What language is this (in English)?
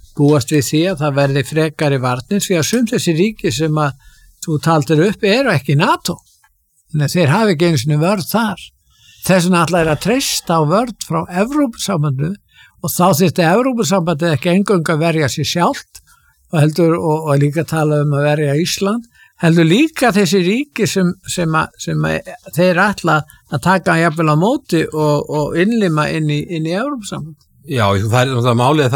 Icelandic